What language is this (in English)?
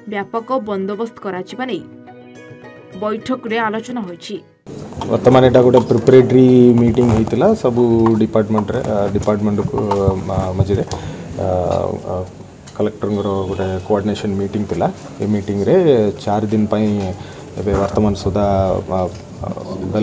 Odia